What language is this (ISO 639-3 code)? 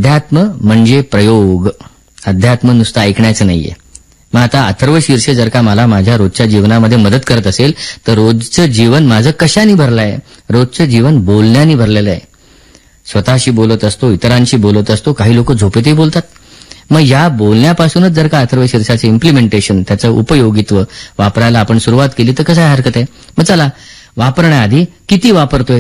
mar